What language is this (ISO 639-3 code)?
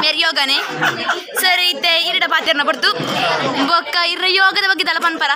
tcy